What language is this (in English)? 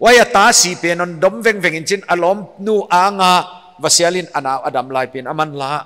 Paite Chin